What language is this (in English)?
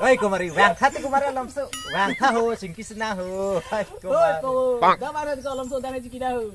Karbi